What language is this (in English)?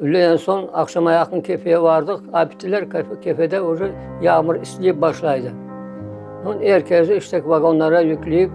Crimean Tatar